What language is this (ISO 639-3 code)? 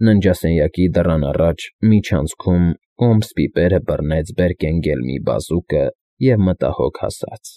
hye